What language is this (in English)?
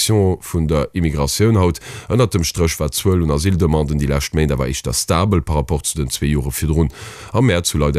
Luxembourgish